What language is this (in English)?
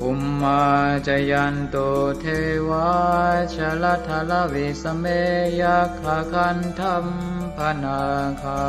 Pali